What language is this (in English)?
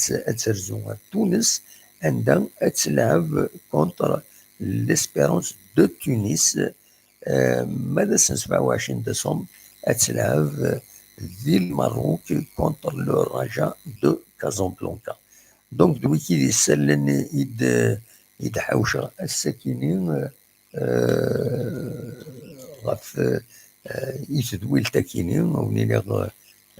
Kabyle